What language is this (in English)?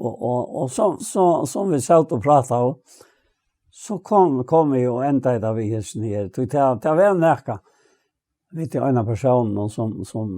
Faroese